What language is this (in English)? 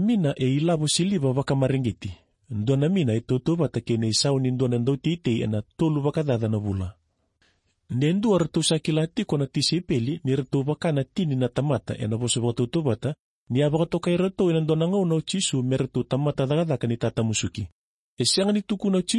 Fijian